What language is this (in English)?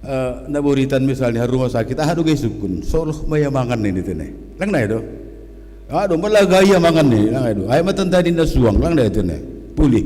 Batak Simalungun